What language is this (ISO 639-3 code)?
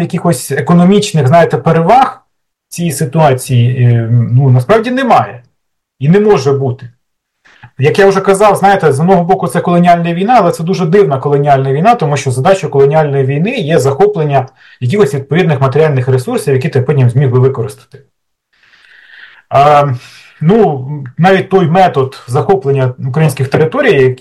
ukr